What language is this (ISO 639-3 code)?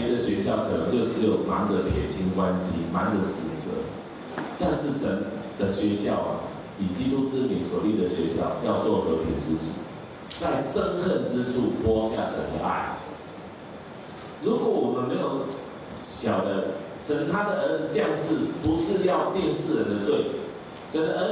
zho